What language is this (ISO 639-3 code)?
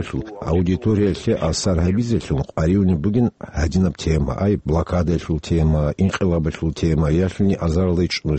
ava